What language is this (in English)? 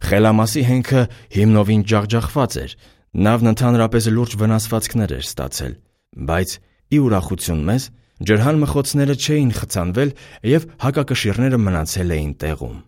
Armenian